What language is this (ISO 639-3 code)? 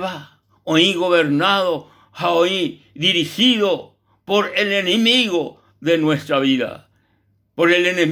grn